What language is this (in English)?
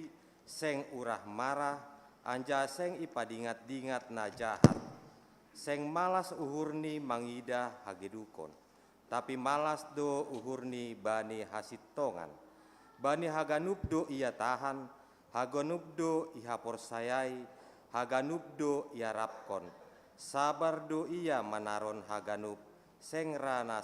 Batak Simalungun